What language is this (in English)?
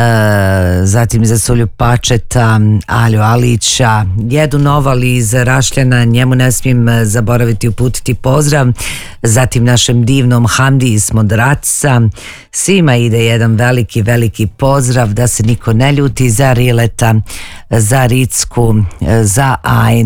Bosnian